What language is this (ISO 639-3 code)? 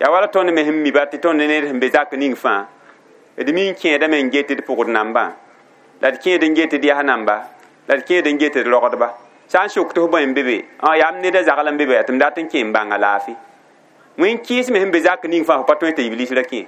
mos